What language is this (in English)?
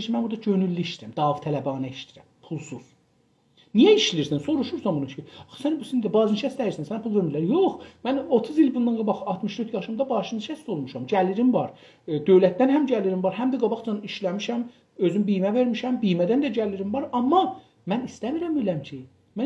South Azerbaijani